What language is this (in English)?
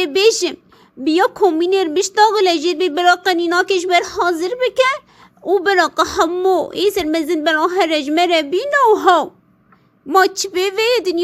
Kurdish